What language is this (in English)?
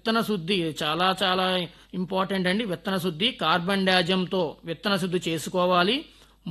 Telugu